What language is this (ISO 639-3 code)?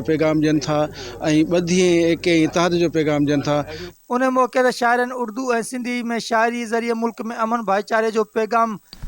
snd